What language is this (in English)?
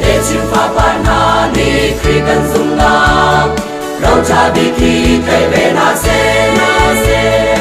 Hakha Chin